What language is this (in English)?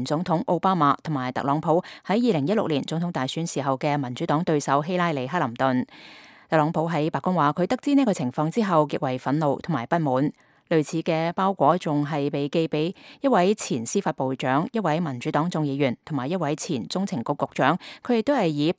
Cantonese